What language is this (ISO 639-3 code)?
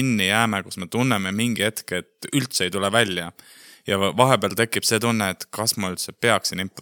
est